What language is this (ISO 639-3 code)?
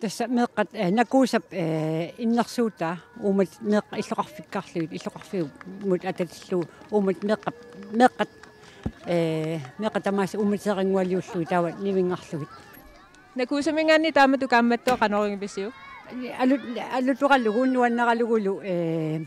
kal